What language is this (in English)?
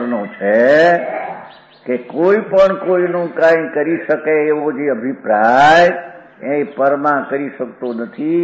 Gujarati